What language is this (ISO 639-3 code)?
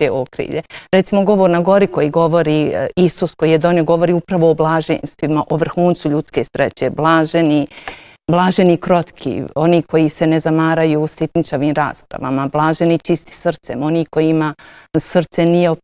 bos